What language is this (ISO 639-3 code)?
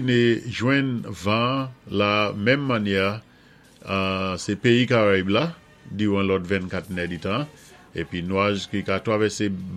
acf